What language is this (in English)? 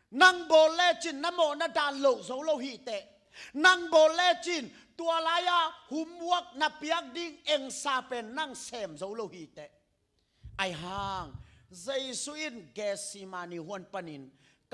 Tedim Chin